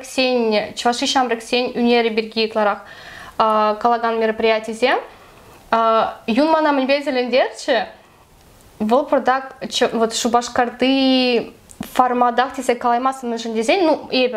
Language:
Chuvash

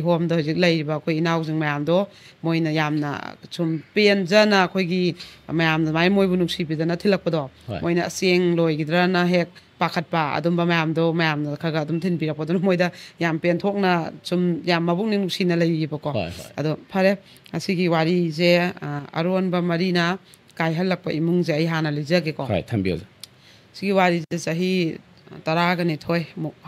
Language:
Manipuri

